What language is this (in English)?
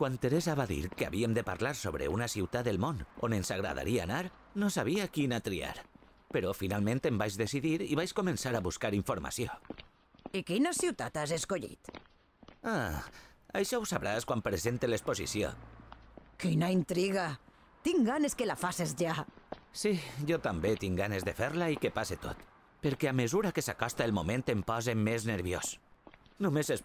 Catalan